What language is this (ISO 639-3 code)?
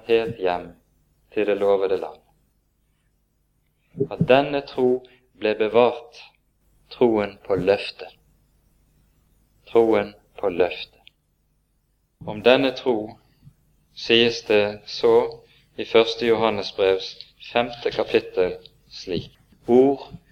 nor